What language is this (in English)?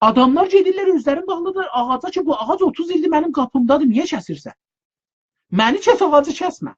South Azerbaijani